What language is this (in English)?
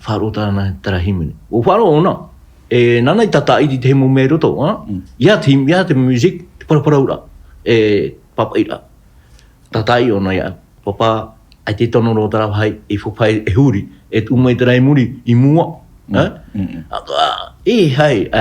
Tahitian